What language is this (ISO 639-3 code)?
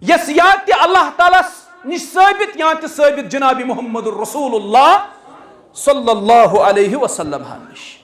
kas